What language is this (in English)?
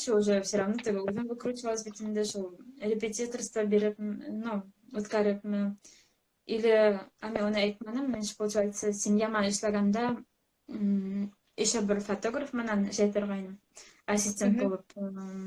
Bashkir